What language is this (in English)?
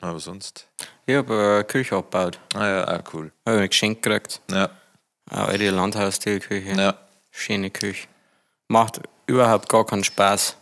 Bavarian